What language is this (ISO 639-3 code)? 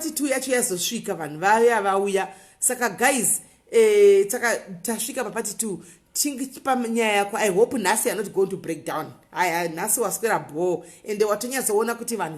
sna